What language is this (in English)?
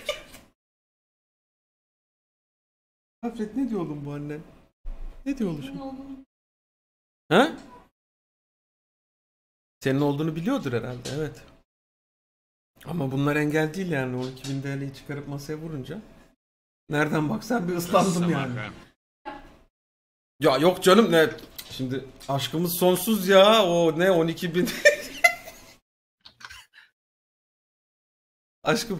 Turkish